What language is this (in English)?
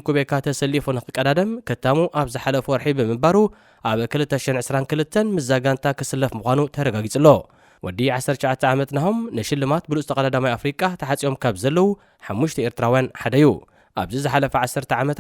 Tigrinya